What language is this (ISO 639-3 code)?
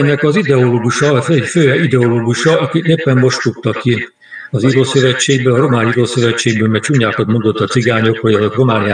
hun